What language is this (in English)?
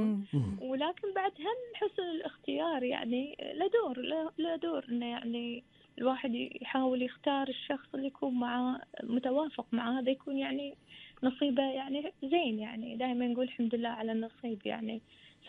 Gulf Arabic